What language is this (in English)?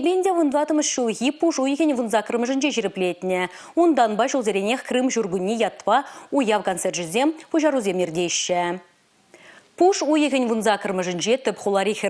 Chuvash